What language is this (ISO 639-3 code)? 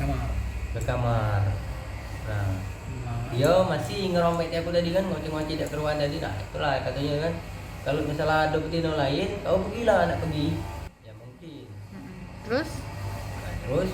mui